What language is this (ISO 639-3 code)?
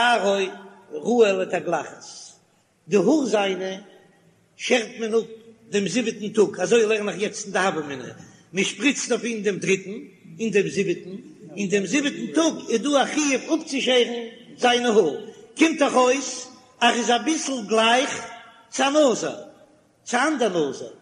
yid